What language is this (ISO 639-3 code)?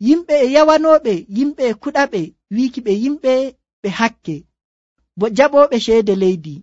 fuv